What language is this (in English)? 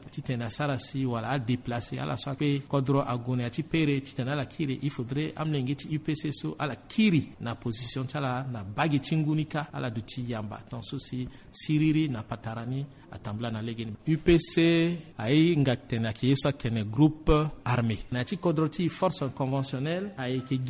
Sango